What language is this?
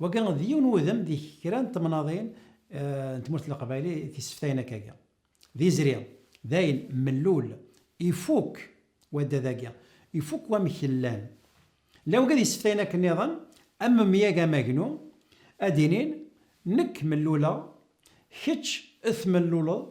Kabyle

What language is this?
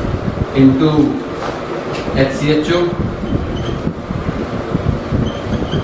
Hindi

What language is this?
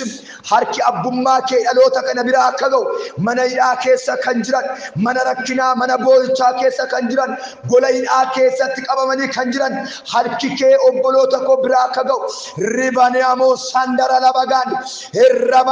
Oromo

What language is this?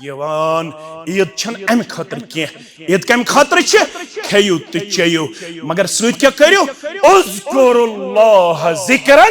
Kashmiri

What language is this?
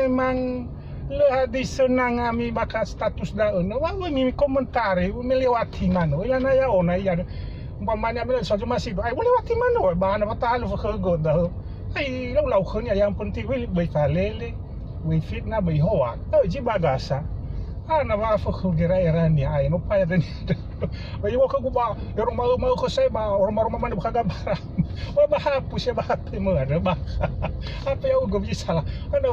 Nias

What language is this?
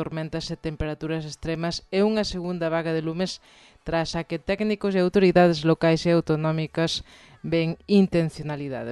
Galician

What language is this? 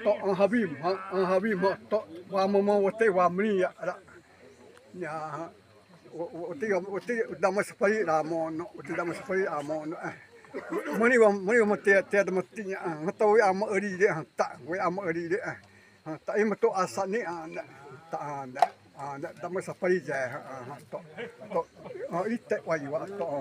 Xavánte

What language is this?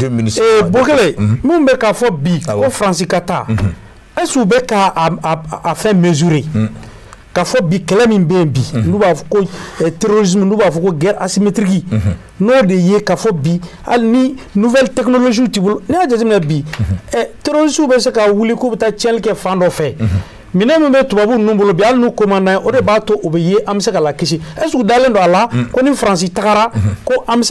Bambara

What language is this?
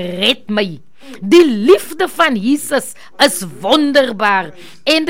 Afrikaans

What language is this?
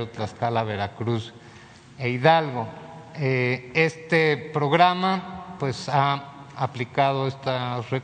Spanish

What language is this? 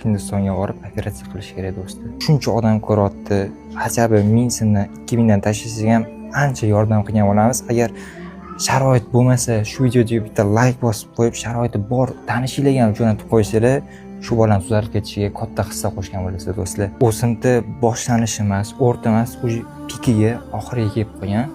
Uzbek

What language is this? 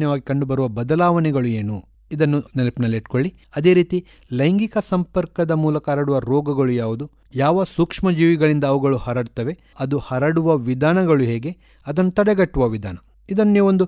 Kannada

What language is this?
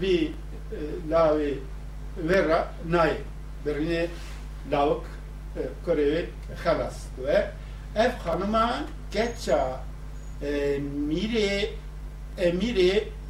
Kurdish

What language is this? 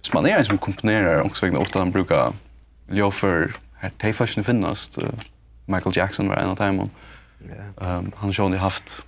Faroese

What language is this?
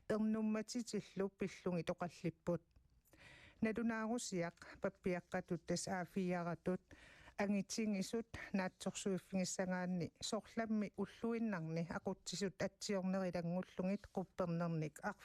Kalaallisut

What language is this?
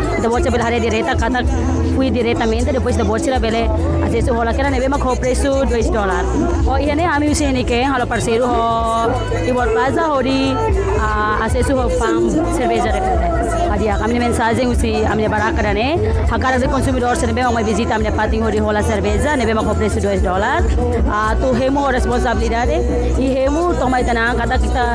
Tetum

